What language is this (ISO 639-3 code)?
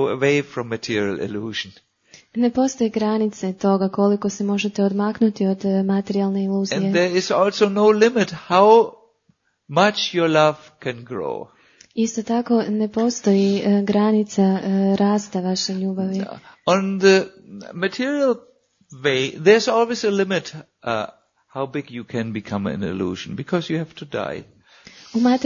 hrv